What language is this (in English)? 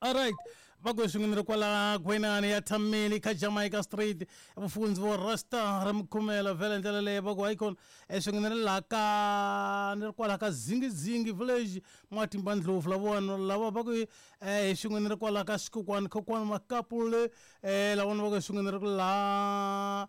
Tsonga